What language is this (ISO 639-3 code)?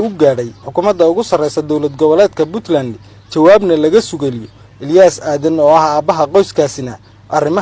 som